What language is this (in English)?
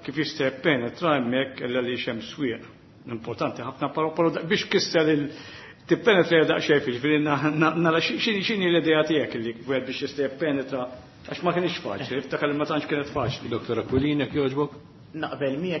Maltese